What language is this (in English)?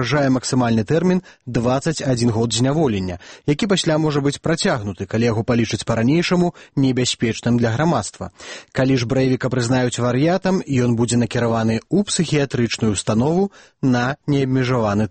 Belarusian